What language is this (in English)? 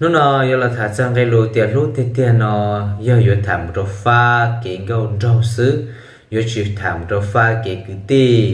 Hmong